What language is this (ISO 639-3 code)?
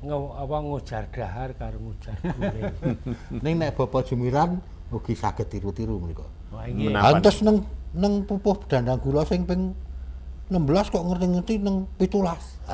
jav